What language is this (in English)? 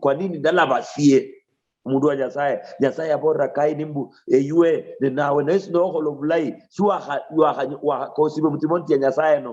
Luyia